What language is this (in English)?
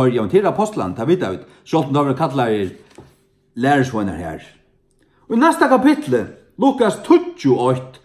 Faroese